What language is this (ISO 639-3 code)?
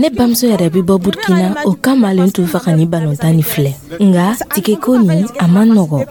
dyu